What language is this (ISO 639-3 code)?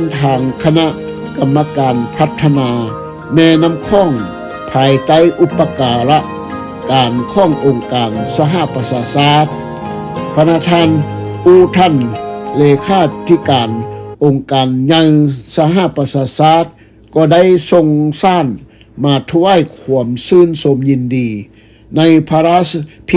lao